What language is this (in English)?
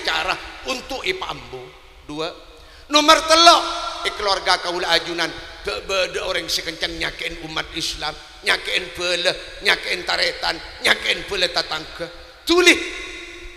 Madurese